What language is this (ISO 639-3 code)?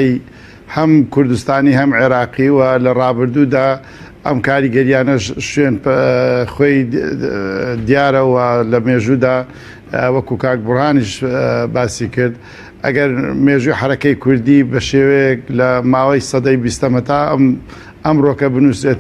ckb